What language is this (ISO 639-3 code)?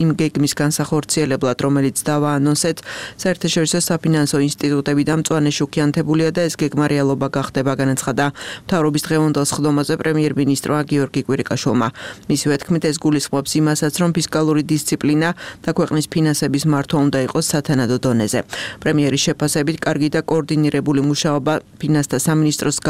kat